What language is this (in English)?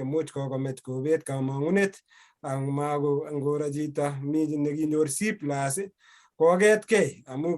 Kalenjin